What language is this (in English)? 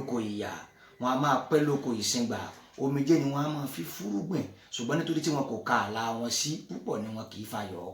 Yoruba